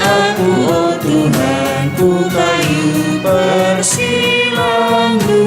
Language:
Batak Karo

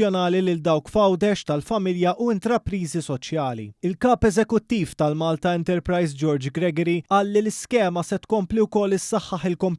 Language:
Maltese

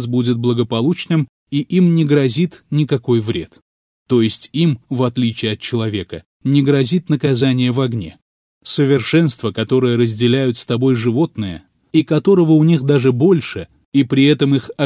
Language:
Russian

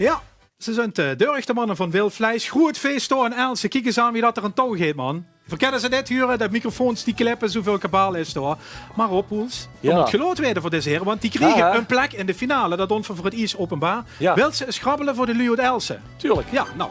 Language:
Limburgish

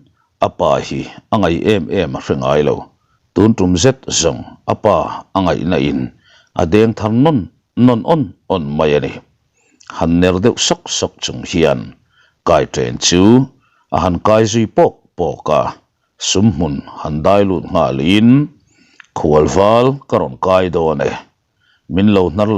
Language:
Mizo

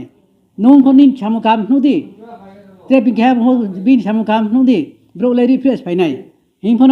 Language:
Riang (India)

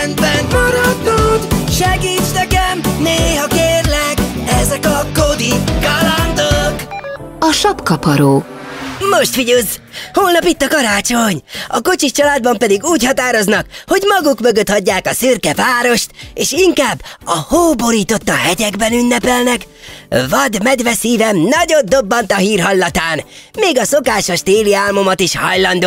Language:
Hungarian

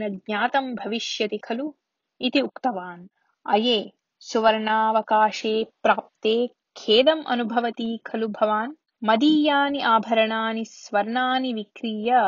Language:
Sanskrit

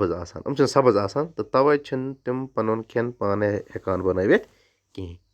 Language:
Kashmiri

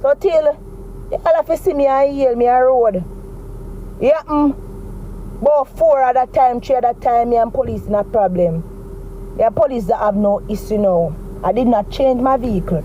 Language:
Jamaican Creole English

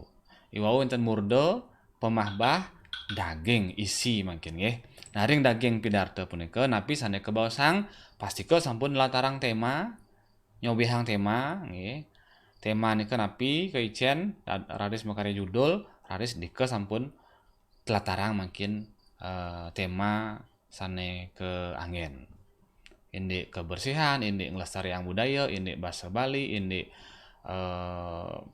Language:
Balinese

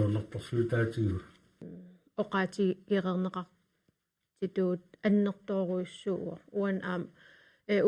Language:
Kalaallisut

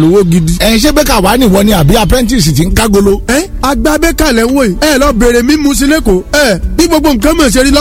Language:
Yoruba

